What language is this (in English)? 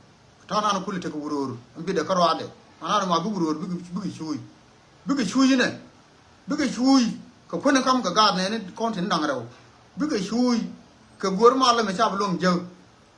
Nuer